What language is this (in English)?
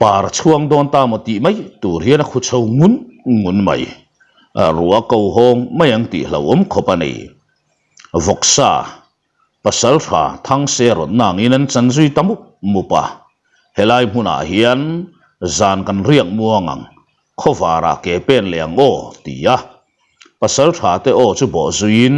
Mizo